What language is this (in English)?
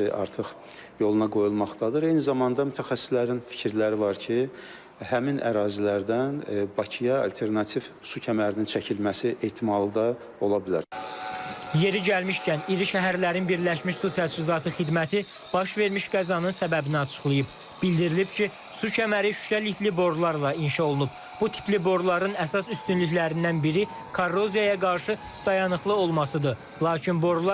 Azerbaijani